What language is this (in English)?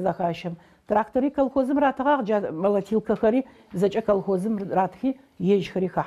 Adyghe